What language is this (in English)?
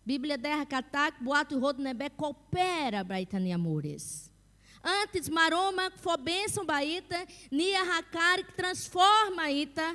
Tetum